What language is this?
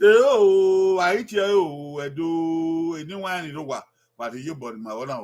Bini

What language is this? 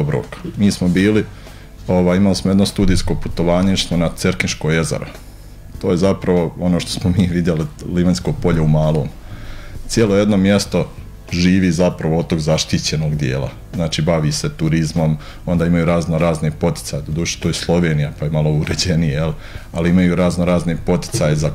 Croatian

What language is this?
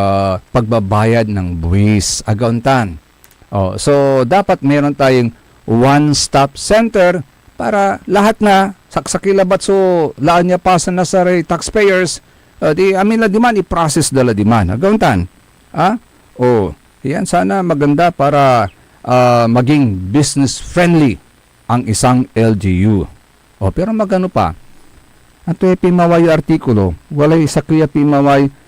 Pangasinan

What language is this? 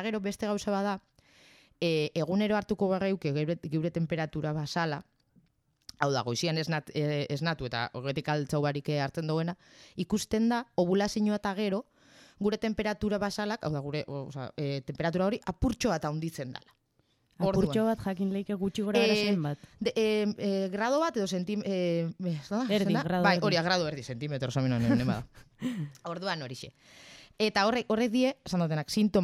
Basque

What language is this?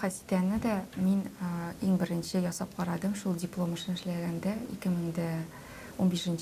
Tatar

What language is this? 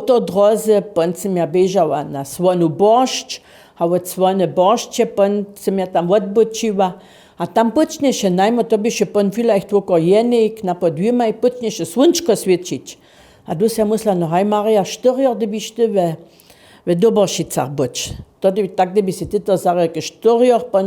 Upper Sorbian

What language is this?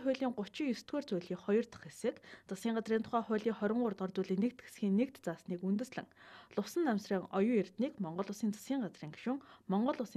Mongolian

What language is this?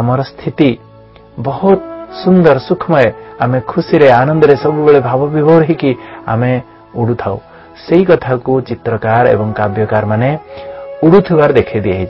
Odia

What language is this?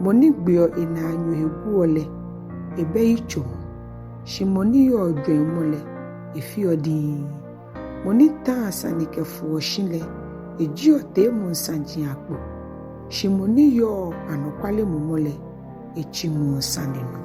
Ga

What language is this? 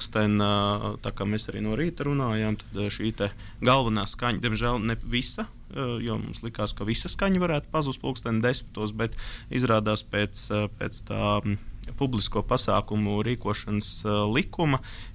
Latvian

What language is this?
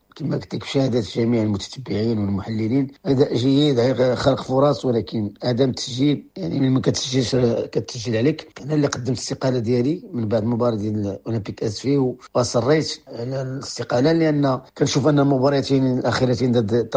Moroccan Arabic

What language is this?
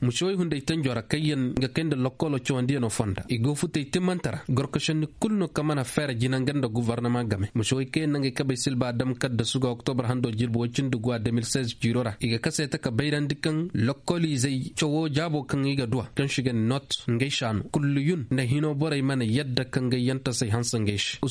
Koyraboro Senni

